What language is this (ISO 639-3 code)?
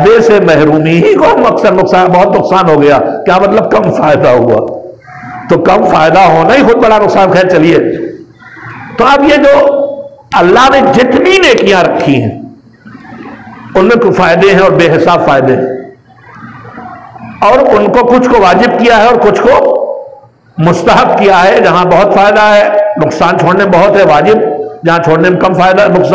urd